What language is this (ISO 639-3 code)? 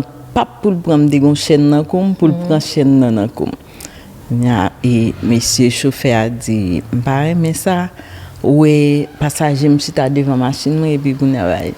hat